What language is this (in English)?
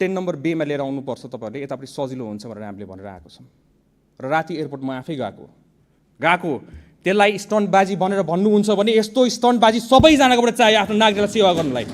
Nepali